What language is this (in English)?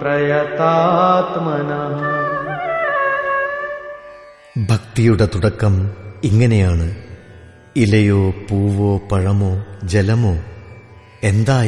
Malayalam